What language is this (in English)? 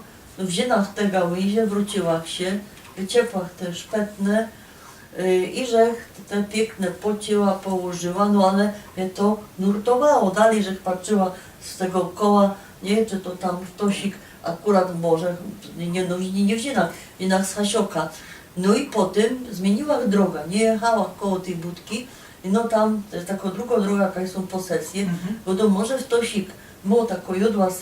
Silesian